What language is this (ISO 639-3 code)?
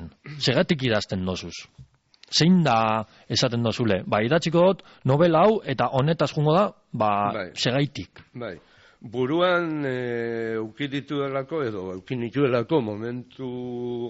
eus